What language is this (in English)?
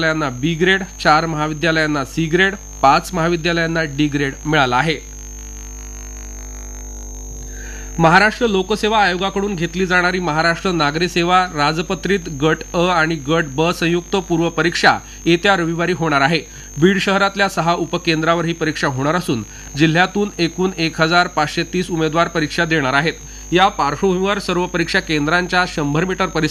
Marathi